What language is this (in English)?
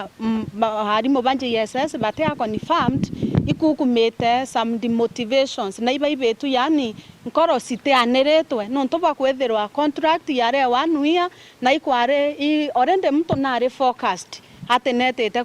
Meru